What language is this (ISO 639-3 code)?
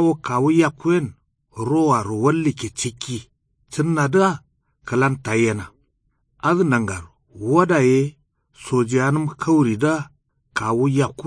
kau